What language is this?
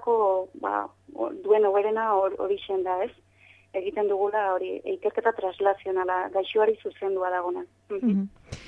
Basque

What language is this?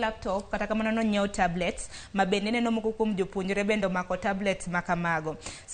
Luo (Kenya and Tanzania)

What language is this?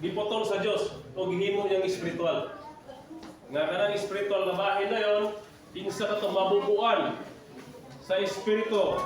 Cebuano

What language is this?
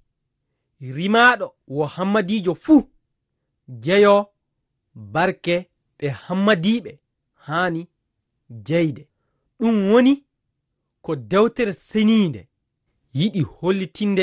Fula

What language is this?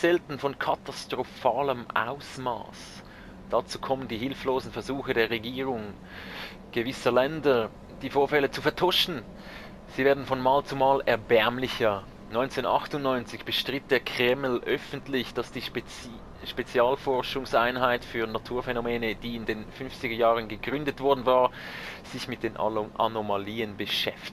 Swiss German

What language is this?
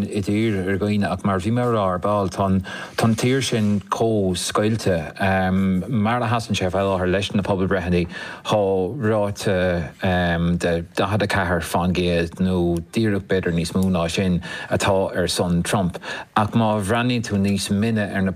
Irish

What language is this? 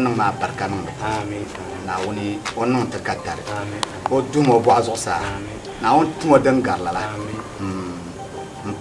Dagbani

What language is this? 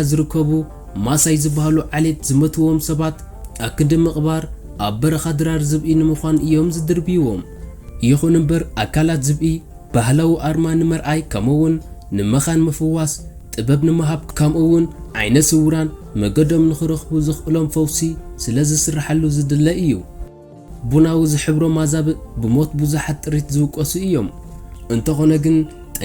Tigrinya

